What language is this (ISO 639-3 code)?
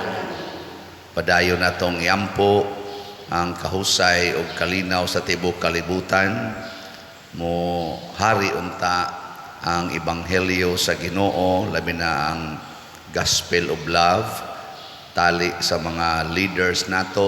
ceb